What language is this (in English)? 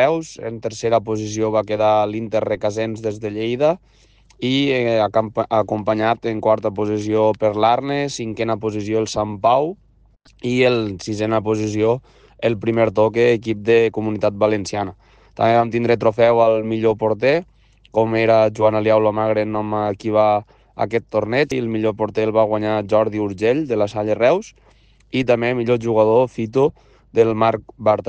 Catalan